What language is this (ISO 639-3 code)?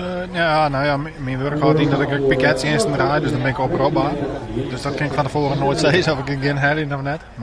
fry